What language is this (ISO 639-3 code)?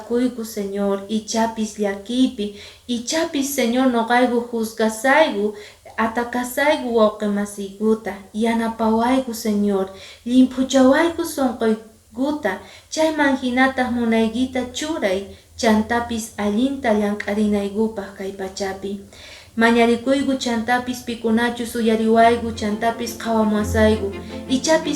que